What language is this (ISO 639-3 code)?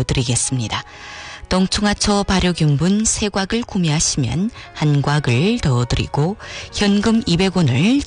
kor